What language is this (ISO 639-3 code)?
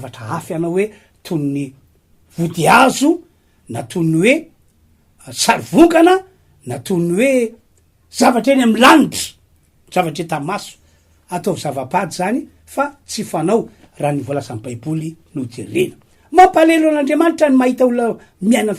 mlg